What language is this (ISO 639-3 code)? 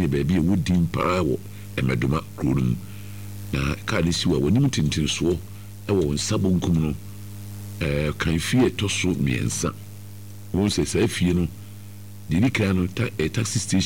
aka